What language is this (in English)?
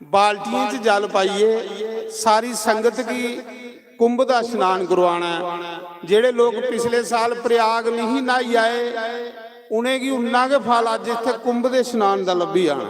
Dogri